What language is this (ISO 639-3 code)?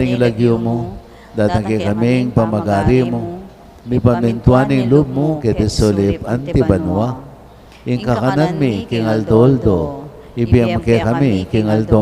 pam